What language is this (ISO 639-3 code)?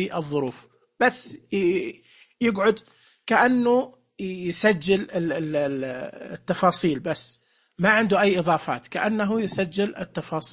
ars